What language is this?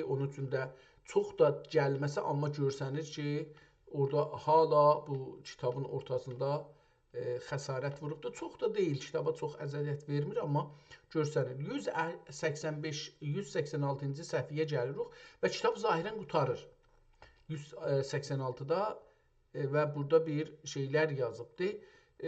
South Azerbaijani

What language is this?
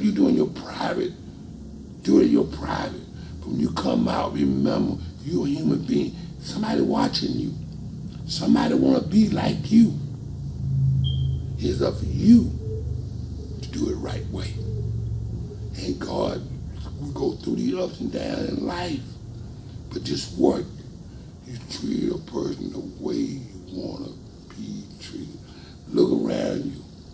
English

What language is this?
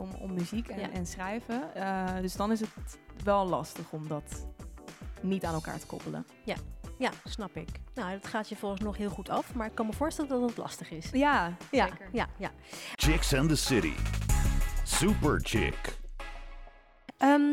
Dutch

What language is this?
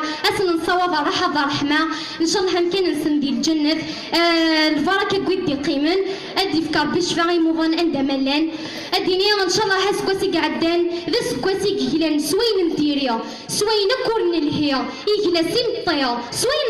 Kabyle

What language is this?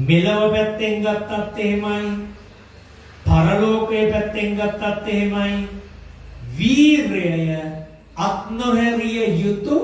Sinhala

